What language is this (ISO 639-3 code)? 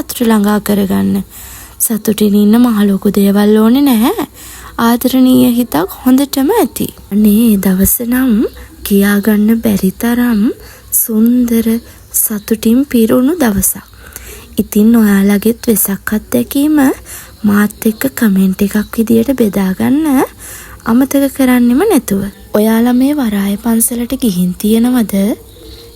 sin